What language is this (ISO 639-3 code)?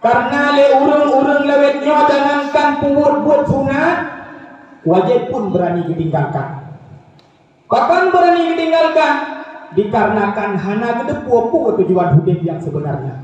ace